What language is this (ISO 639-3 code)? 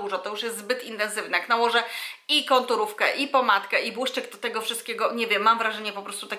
pol